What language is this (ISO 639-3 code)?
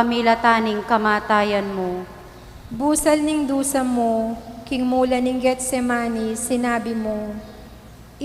pam